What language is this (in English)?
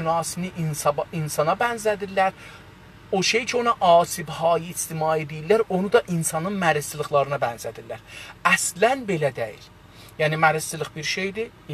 South Azerbaijani